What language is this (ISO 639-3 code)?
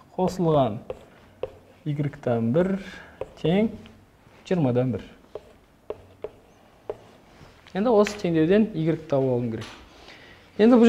kaz